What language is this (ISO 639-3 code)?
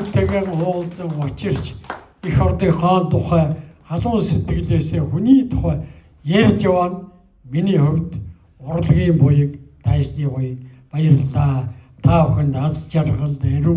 mon